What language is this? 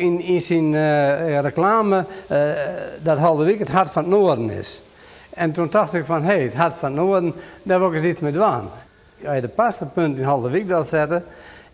Western Frisian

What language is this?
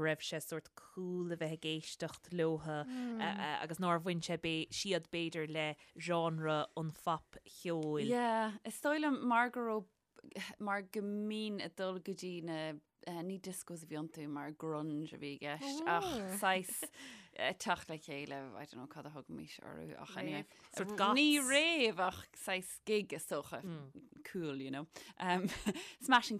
Irish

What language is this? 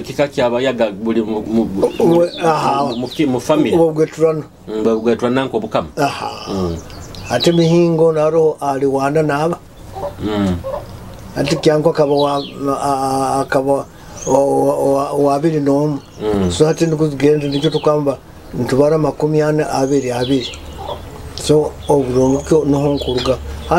Nyoro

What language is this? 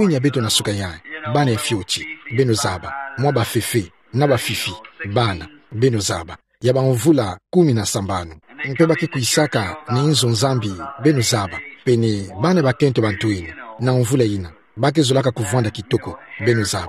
Kituba (Democratic Republic of Congo)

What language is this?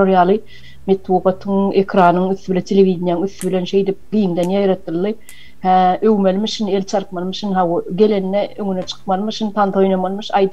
Turkmen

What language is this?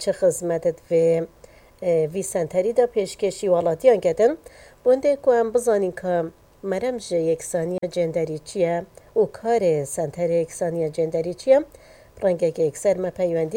Kurdish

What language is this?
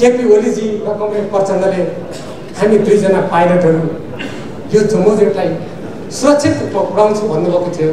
Nepali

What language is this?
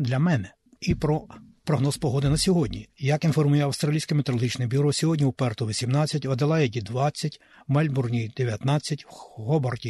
Ukrainian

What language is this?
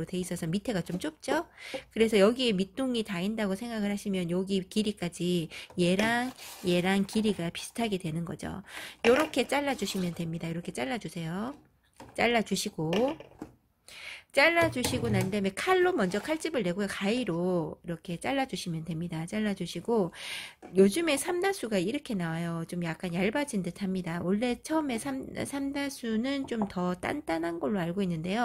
Korean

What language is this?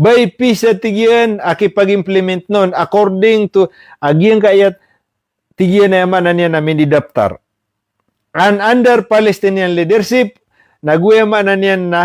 Maranao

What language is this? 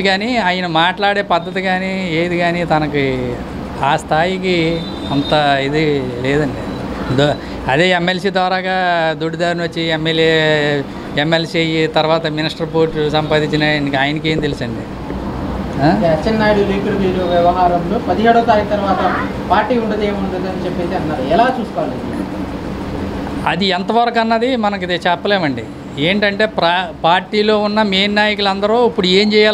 Telugu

